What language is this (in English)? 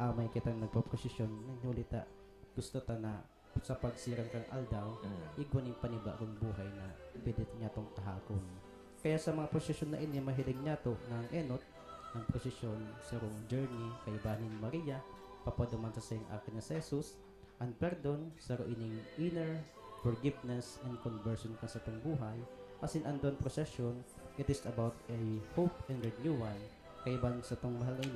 Bikol